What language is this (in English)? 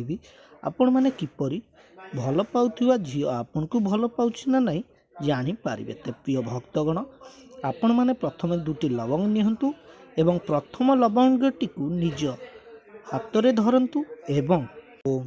Odia